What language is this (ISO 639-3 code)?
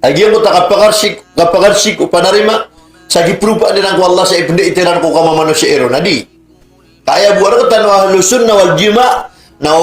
mrw